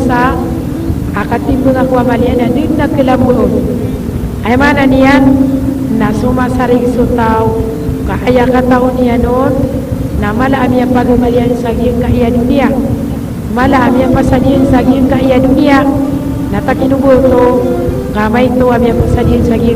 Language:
Maranao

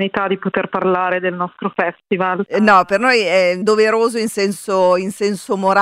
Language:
Italian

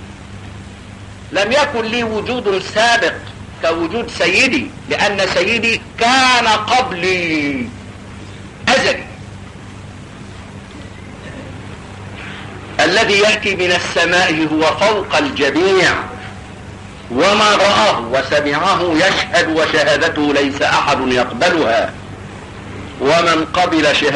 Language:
Egyptian Arabic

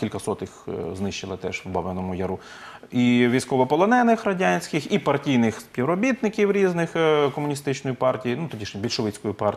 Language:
Ukrainian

